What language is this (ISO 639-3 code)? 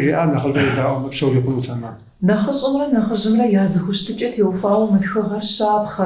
kbd